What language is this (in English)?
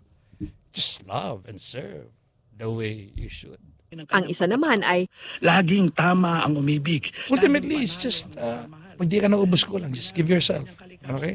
Filipino